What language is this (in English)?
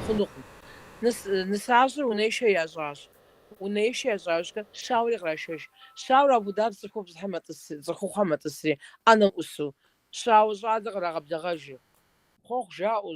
Kabardian